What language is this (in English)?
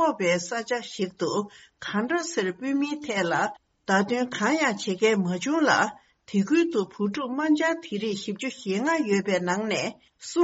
Tibetan